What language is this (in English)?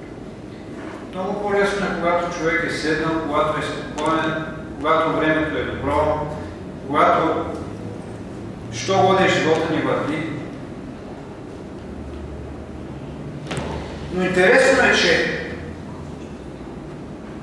Bulgarian